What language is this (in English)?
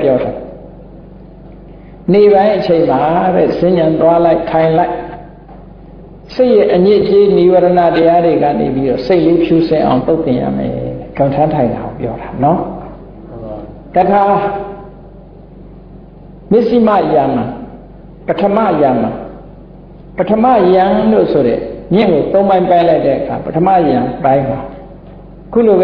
Burmese